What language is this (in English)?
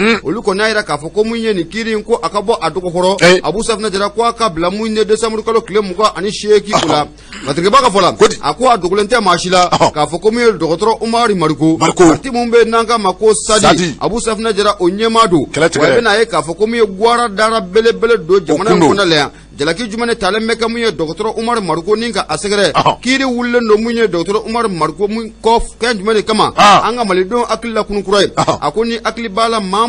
Bambara